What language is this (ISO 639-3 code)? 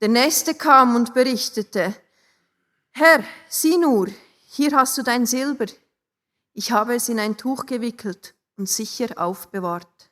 gsw